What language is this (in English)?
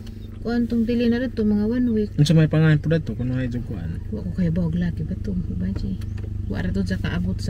Cebuano